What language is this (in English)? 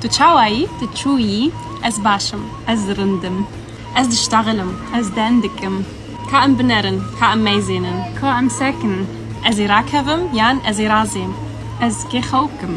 Kurdish